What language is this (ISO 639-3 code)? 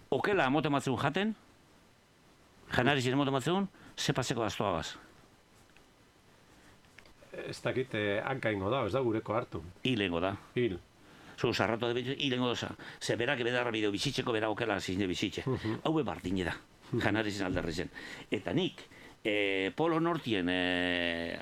eus